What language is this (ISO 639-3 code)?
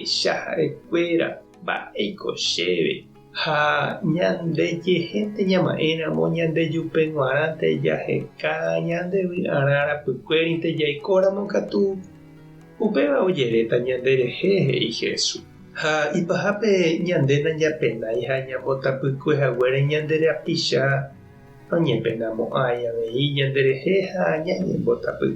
grn